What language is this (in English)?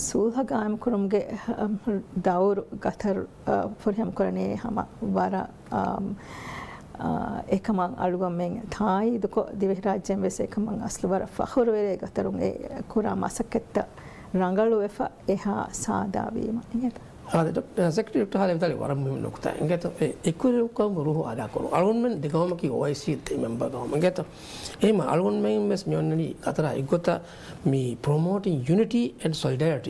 Divehi